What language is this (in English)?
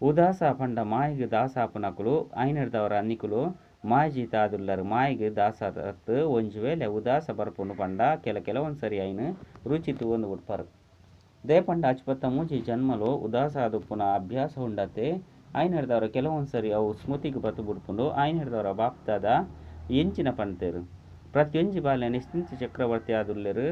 Tulu